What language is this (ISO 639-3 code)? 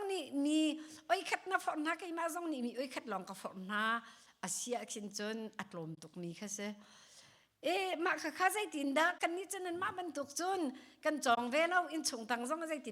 cnh